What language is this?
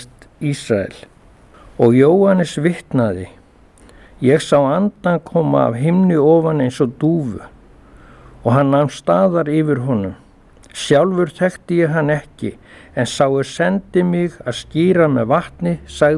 Icelandic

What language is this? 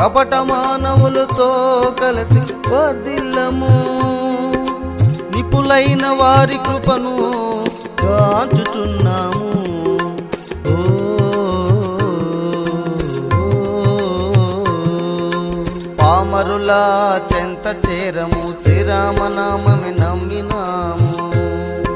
Telugu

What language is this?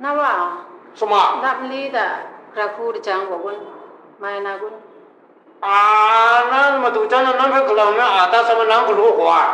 Kachin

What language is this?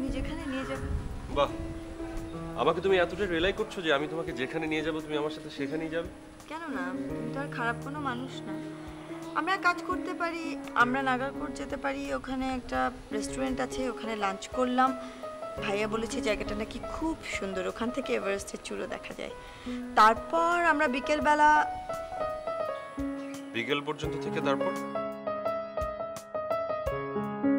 Bangla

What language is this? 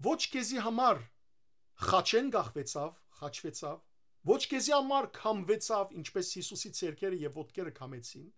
Western Armenian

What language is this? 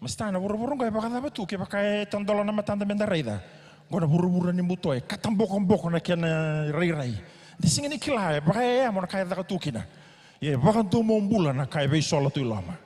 Fijian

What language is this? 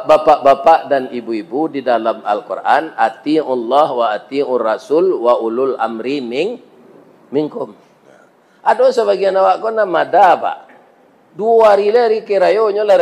Minangkabau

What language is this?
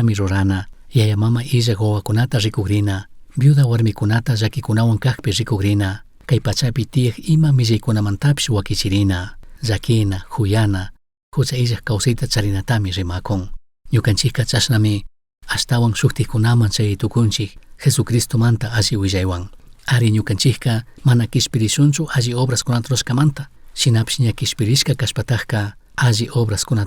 Chimborazo Highland Quichua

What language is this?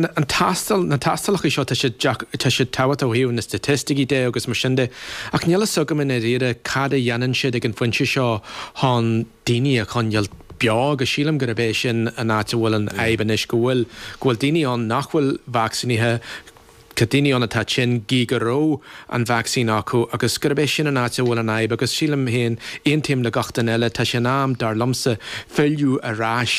Irish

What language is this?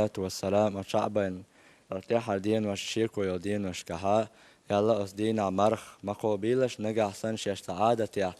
Chechen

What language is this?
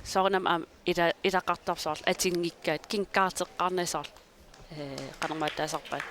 Kalaallisut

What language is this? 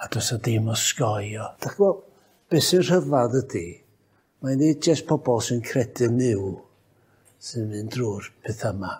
Welsh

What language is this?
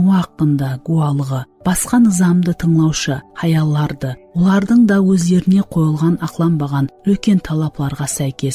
Kara-Kalpak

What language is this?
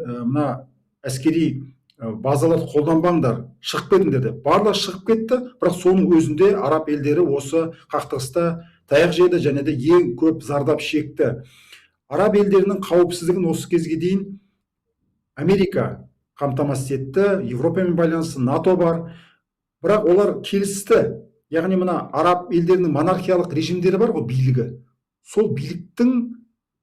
Kazakh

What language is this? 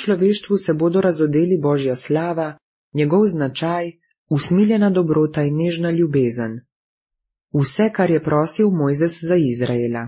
Slovenian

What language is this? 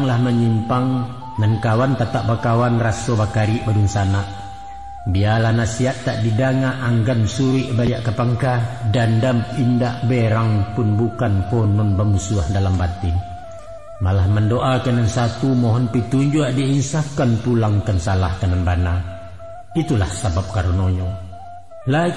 Minangkabau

